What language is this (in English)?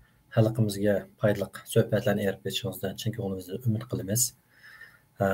Uyghur